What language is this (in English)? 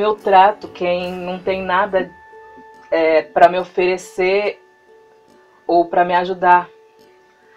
Portuguese